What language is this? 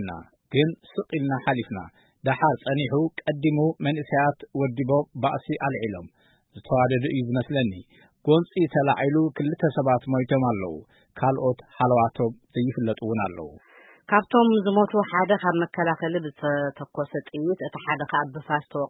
Tigrinya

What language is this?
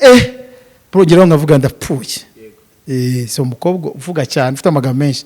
Kinyarwanda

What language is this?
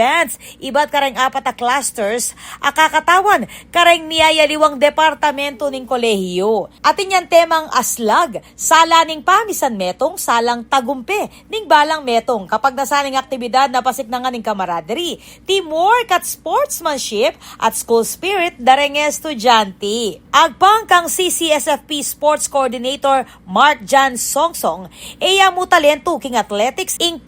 Pampanga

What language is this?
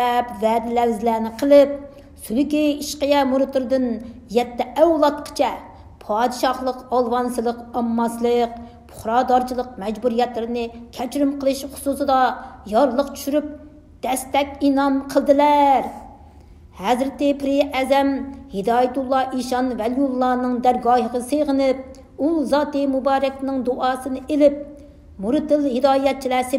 Uyghur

